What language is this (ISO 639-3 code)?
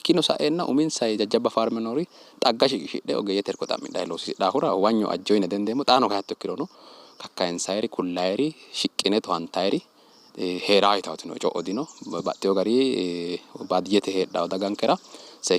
sid